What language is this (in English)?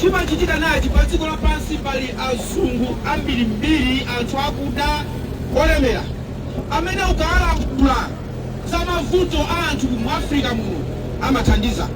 Nyanja